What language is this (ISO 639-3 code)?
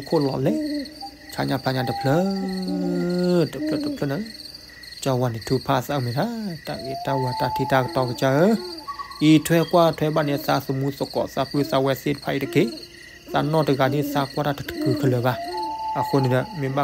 ksw